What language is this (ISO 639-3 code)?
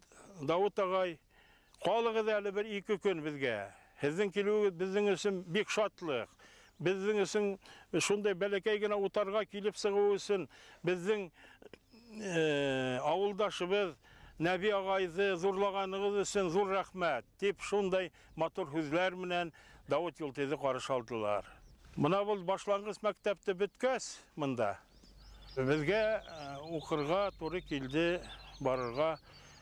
bak